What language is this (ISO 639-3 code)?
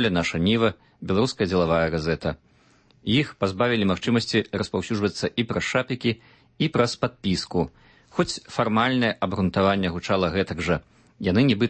bel